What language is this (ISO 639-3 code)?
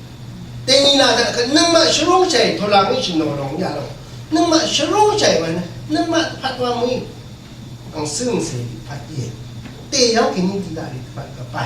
raw